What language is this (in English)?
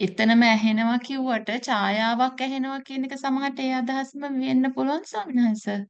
Sinhala